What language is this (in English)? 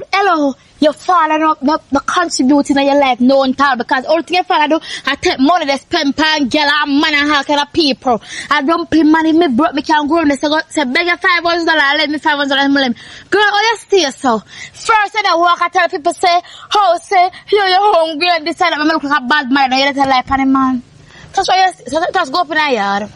Jamaican Creole English